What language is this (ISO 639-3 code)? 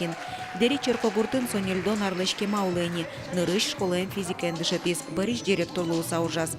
udm